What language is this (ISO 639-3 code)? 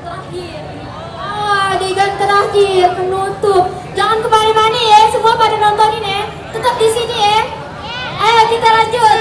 bew